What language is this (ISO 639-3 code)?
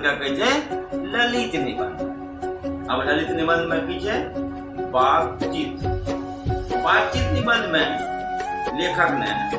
anp